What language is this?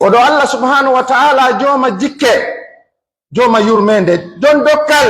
Pular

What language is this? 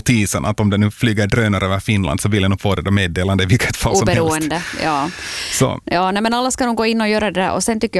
Swedish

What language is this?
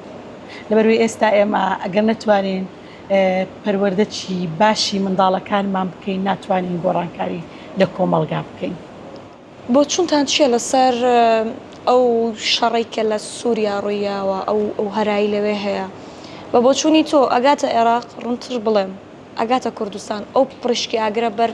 Central Kurdish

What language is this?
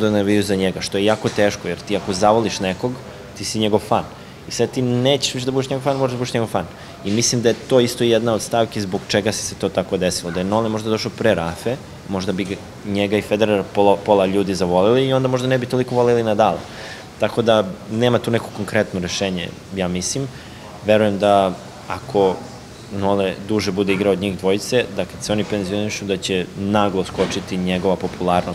Serbian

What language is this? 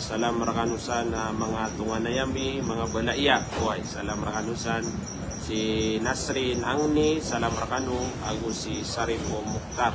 Maranao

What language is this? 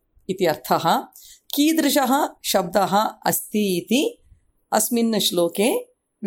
Sanskrit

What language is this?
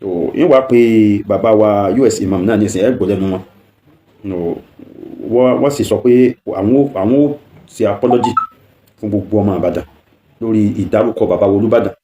Yoruba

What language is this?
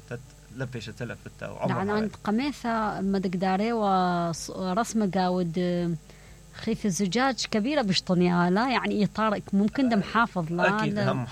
Mesopotamian Arabic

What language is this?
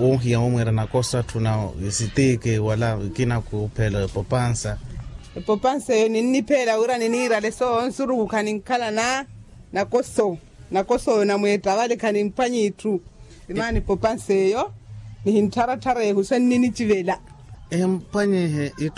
Makhuwa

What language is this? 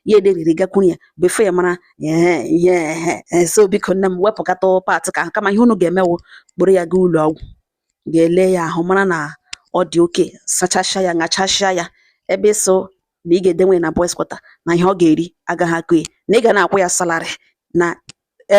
Igbo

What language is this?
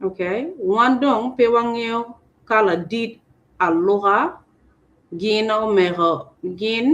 Acoli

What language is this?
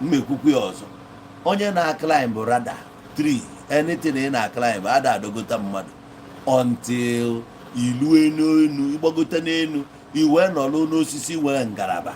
Igbo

